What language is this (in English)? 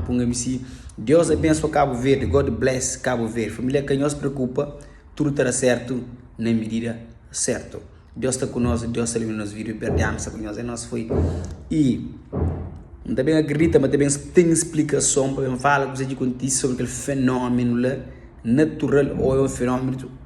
Kabuverdianu